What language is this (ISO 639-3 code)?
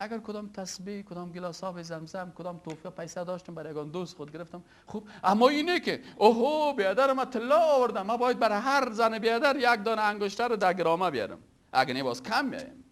fas